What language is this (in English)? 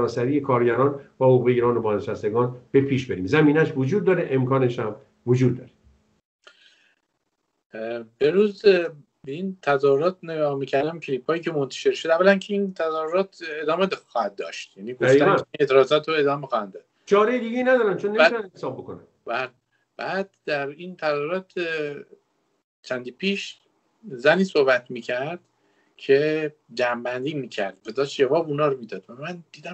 Persian